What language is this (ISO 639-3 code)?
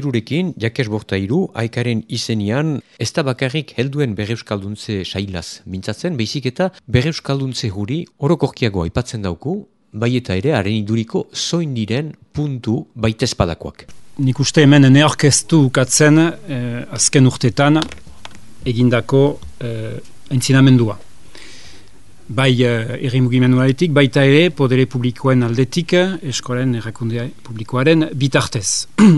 eus